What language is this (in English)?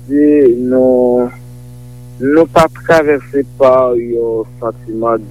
Haitian Creole